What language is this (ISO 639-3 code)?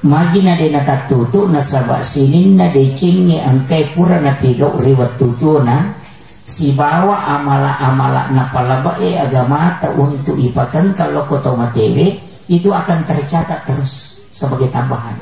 bug